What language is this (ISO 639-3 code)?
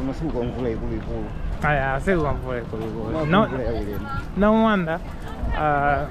nya